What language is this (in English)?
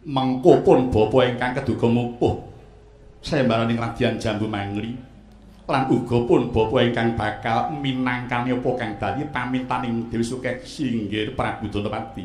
Javanese